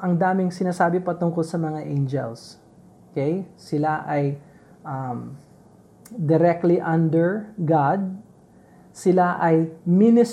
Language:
Filipino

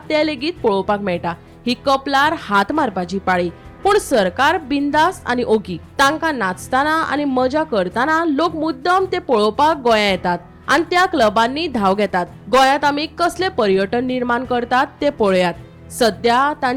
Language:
Konkani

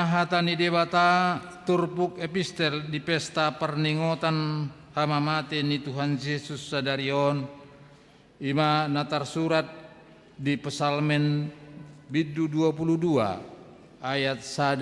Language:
Batak Toba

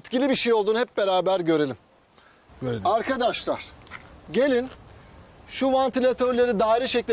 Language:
Turkish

